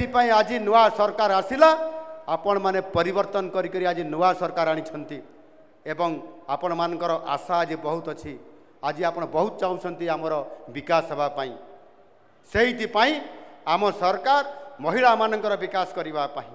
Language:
Odia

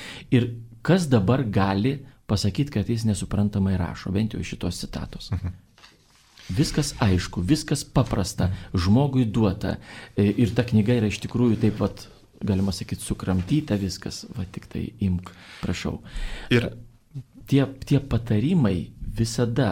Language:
Lithuanian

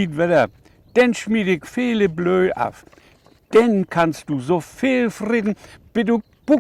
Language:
Low German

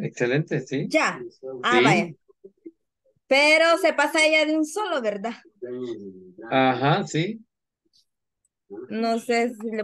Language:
Spanish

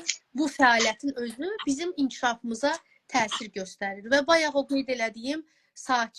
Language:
Azerbaijani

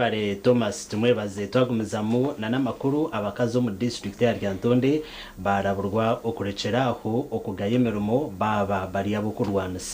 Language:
Nyankole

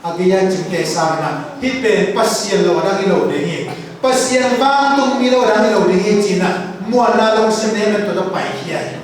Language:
Tedim Chin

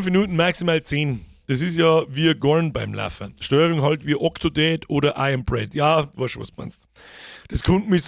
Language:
Bavarian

